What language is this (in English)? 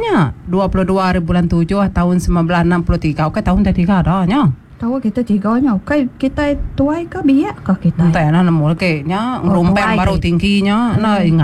Iban